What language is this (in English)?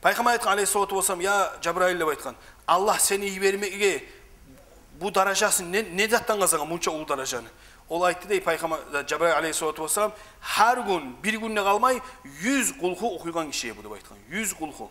Kumyk